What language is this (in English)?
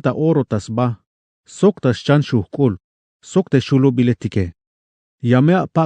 Tzeltal